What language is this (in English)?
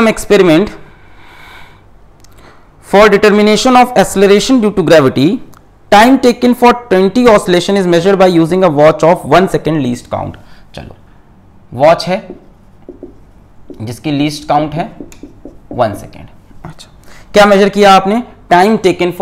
Hindi